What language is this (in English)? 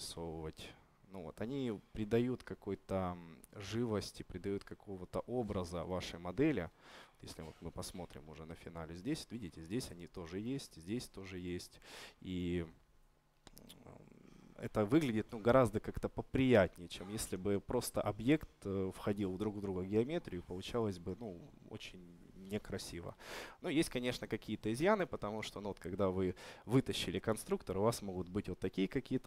Russian